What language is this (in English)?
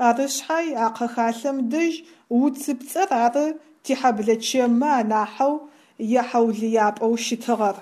Adyghe